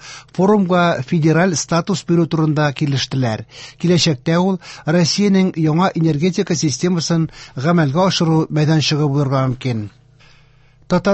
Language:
Tatar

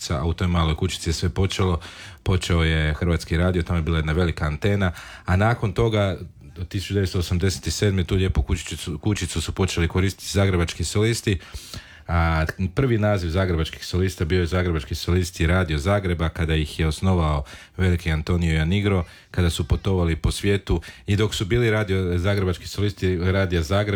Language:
Croatian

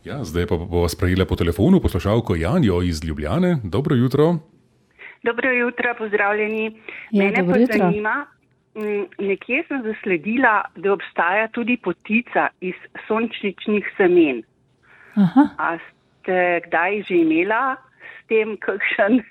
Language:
Slovenian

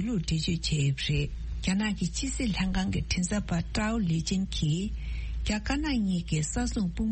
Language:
Tibetan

